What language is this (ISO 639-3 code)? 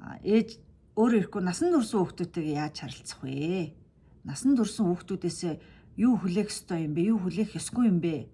mon